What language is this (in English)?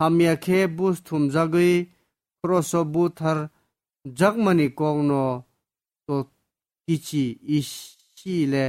Kok Borok